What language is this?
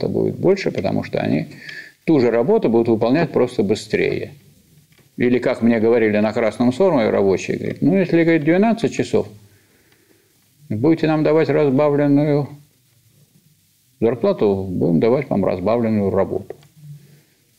Russian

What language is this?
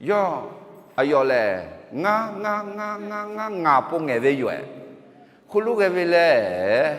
Akha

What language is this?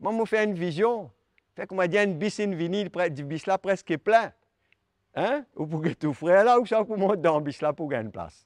Morisyen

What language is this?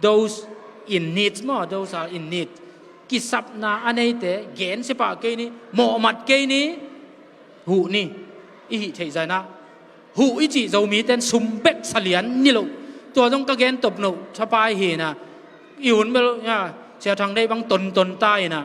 Tedim Chin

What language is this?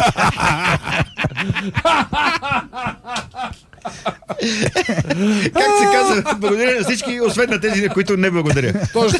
Bulgarian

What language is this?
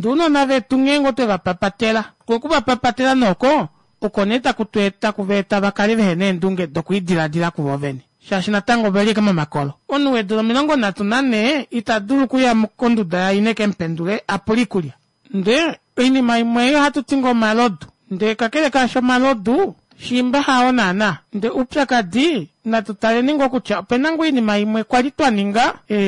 Kuanyama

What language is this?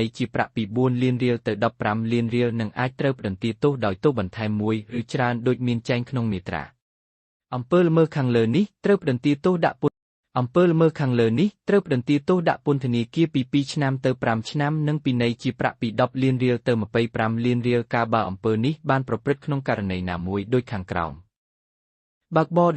Khmer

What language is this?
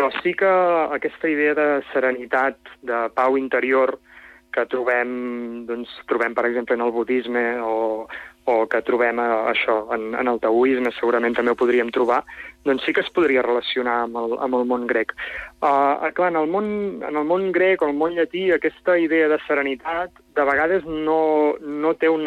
Catalan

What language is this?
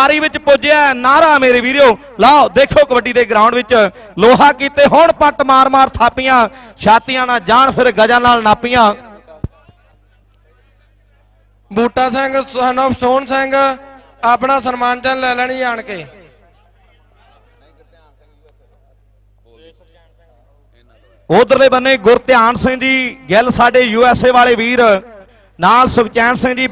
Punjabi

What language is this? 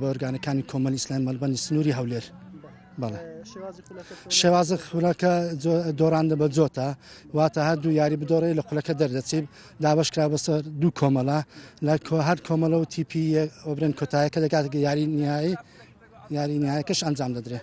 Central Kurdish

